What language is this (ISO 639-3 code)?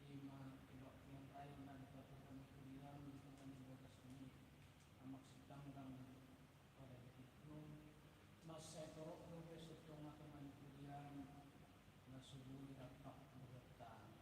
bbc